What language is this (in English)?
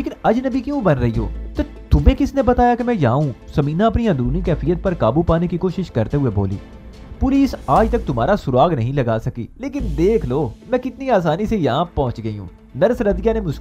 Urdu